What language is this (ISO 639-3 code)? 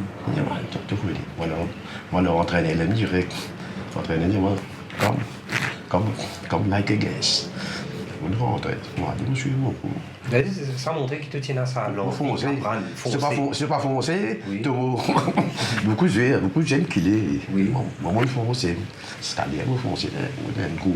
mfe